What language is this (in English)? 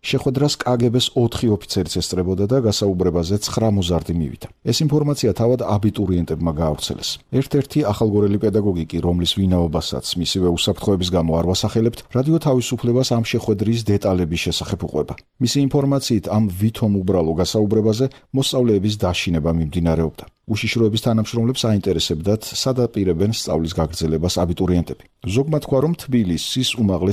Georgian